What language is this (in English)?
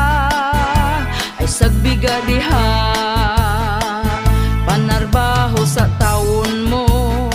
Cebuano